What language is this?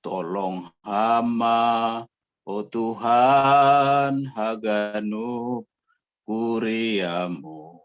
Batak Simalungun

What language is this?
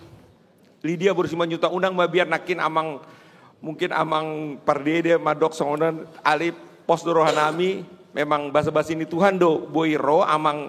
Batak Toba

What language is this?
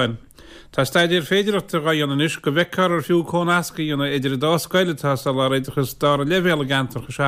Irish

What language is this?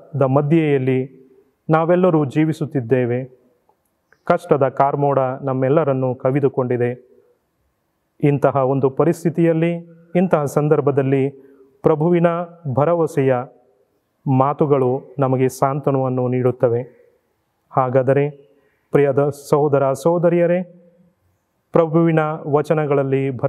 Kannada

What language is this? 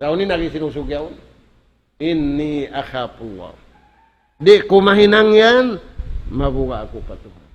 Tausug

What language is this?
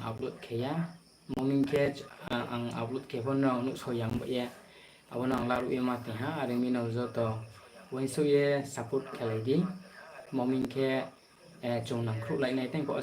Riang (India)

